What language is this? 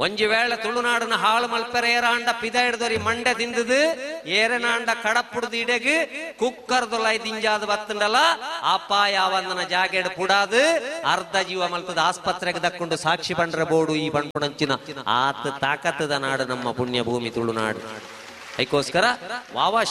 Tulu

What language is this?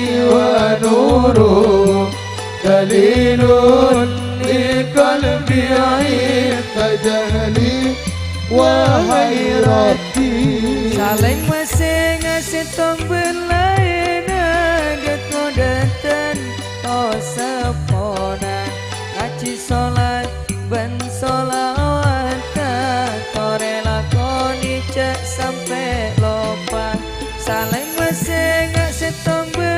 Madurese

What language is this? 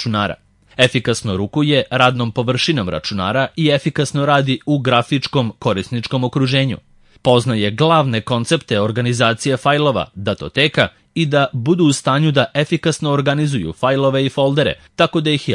Serbian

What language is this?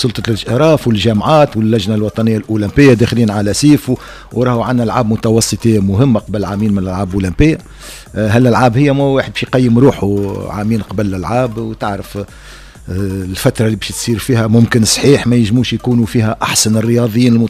Tunisian Arabic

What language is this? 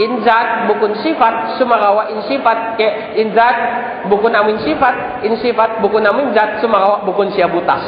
Tausug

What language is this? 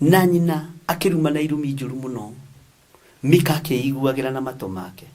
Kikuyu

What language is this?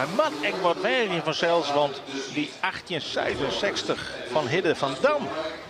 Western Frisian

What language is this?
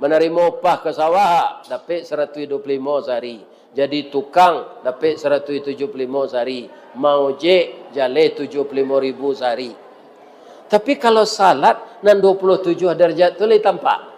Minangkabau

